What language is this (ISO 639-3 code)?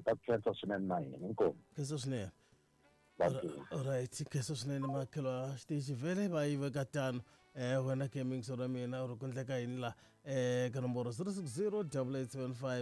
tso